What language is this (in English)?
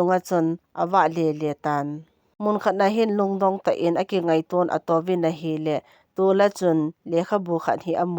Thado Chin